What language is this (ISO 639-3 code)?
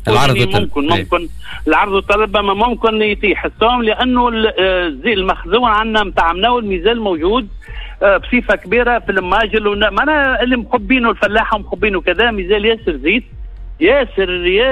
aeb